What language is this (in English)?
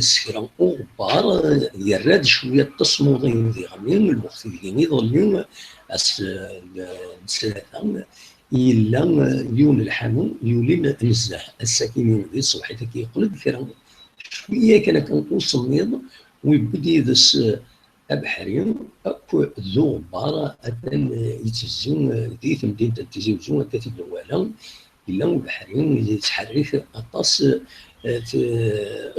Kabyle